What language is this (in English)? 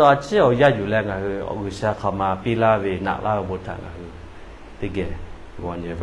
Lahu